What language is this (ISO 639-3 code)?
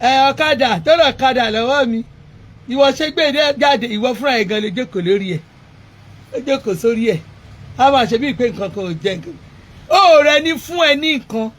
yor